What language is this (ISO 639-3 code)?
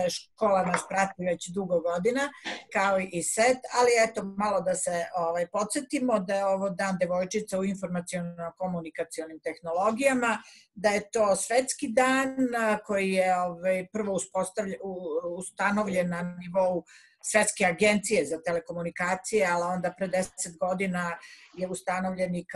srp